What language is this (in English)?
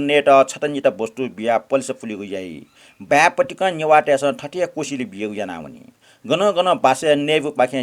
Newari